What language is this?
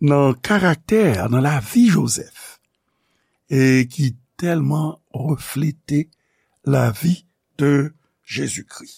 Haitian Creole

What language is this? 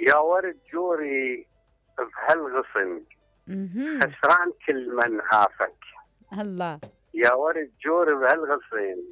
Mesopotamian Arabic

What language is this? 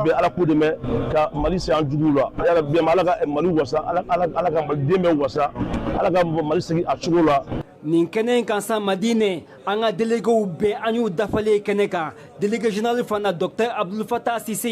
Bambara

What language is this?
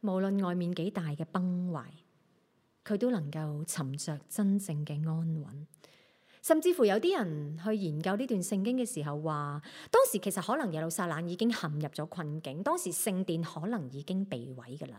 Cantonese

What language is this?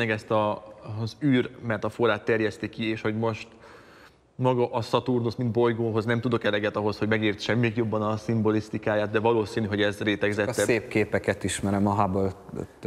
Hungarian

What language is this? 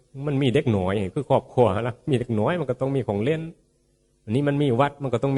Northeastern Thai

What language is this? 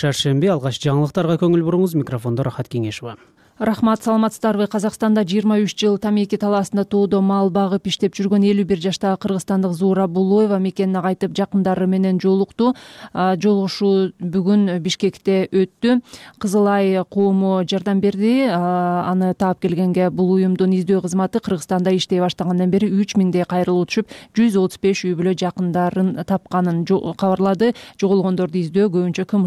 Kyrgyz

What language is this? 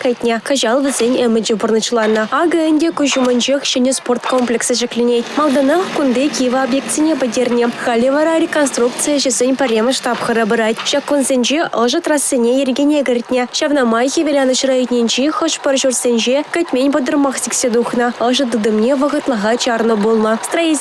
Chuvash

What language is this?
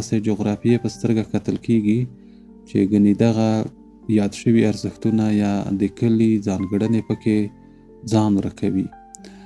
Pashto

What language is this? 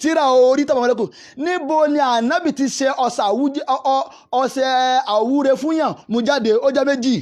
Yoruba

